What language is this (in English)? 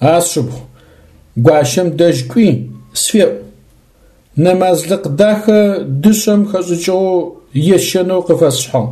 Adyghe